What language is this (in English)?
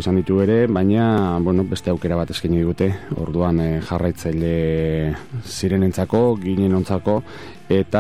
Basque